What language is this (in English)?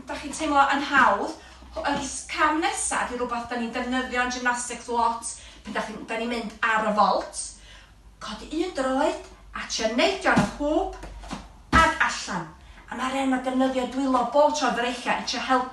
Welsh